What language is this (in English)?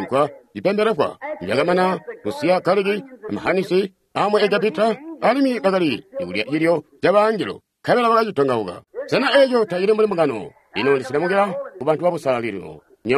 Tonga (Zambia)